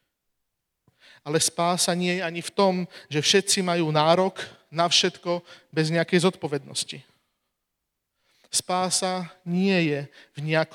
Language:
Slovak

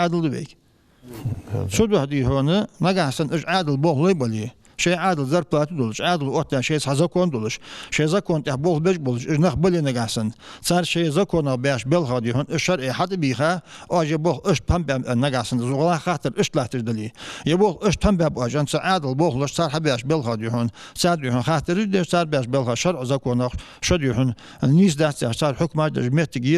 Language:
Ingush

